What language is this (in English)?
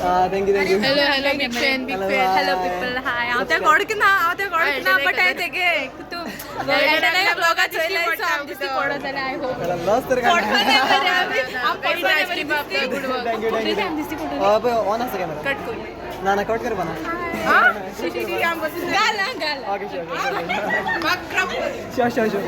Konkani